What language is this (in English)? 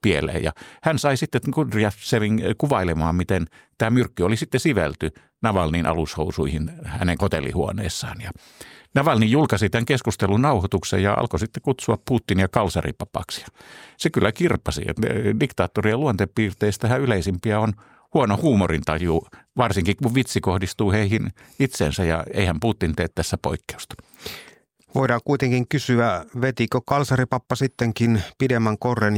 Finnish